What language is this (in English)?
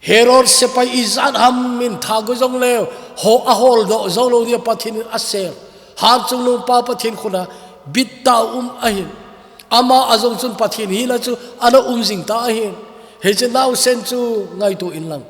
Thado Chin